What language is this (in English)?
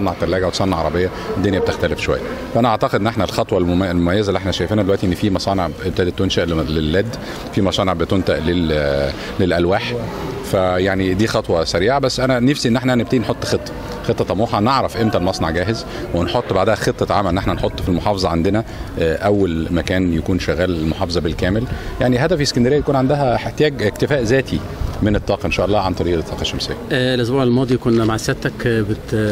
Egyptian Arabic